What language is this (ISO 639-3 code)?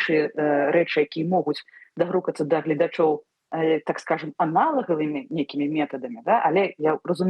bel